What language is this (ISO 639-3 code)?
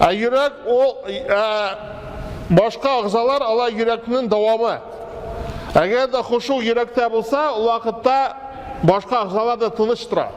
tat